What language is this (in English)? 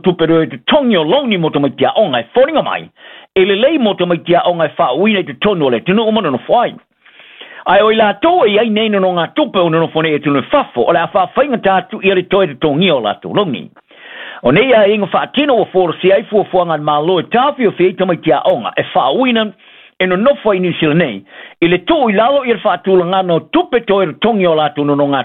Samoan